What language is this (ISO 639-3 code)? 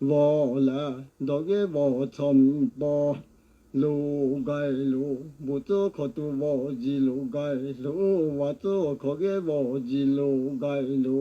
lhu